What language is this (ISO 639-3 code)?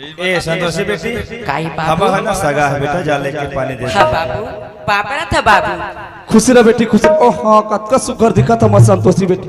hne